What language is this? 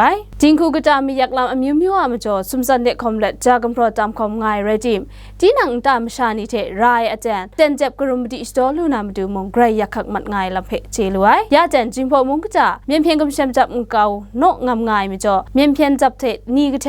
Kachin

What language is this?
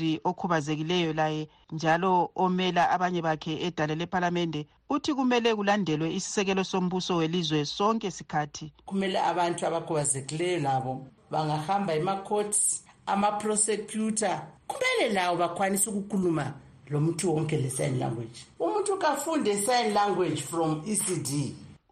North Ndebele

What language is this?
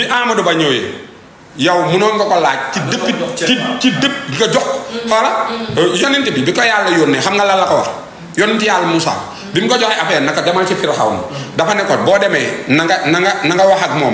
Wolof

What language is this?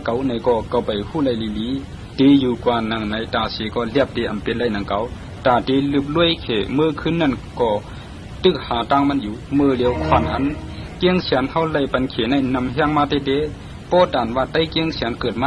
Shan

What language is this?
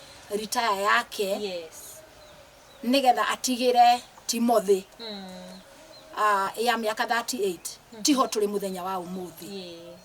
Kikuyu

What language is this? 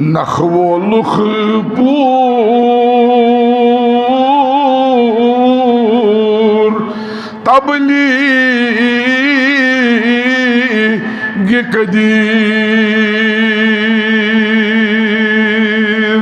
Kashmiri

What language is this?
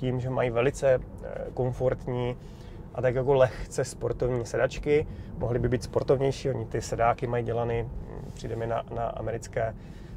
Czech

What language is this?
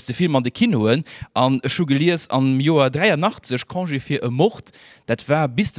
Luxembourgish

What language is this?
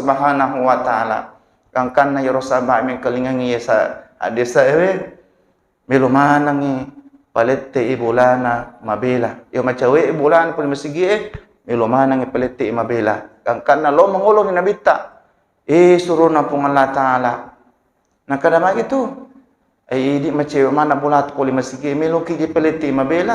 Buginese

